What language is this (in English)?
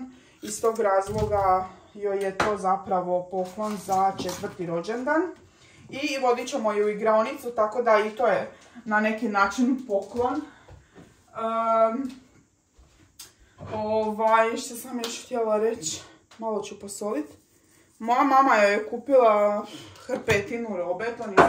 Croatian